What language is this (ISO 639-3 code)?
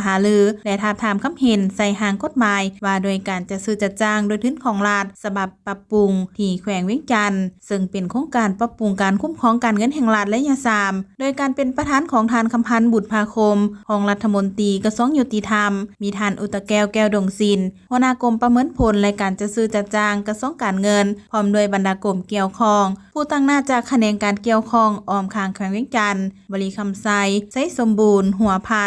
lao